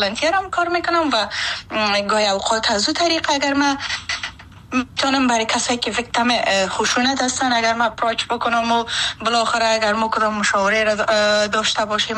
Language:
Persian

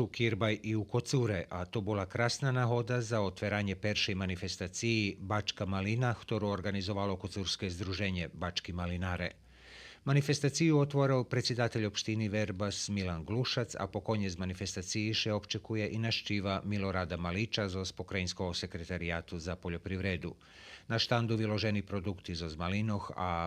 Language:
Rusyn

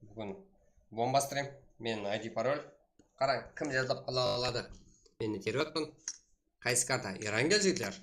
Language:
Kara-Kalpak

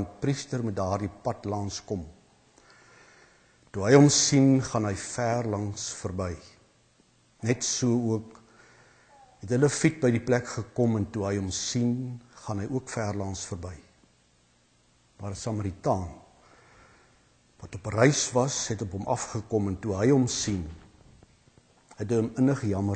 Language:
Afrikaans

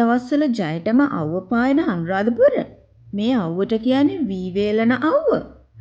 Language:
Sinhala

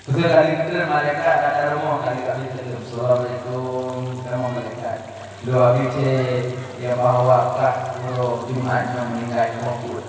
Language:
Achinese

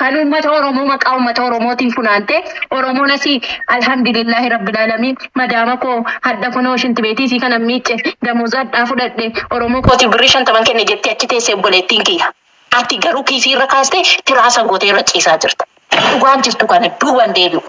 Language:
Oromo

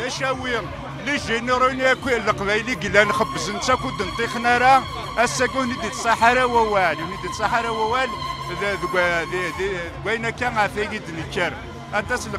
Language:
Kabyle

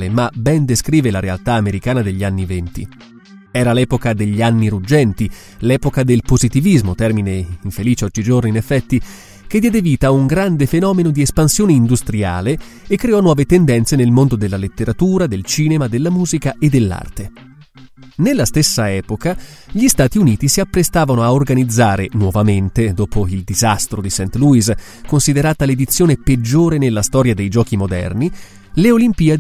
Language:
Italian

